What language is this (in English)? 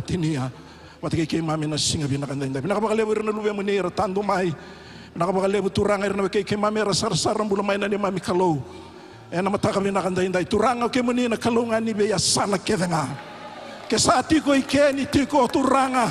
Fijian